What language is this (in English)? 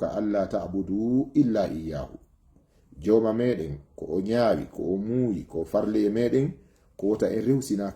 Fula